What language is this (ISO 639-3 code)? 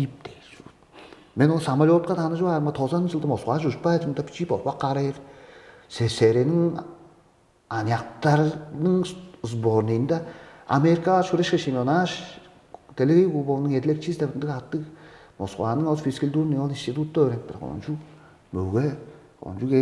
tyv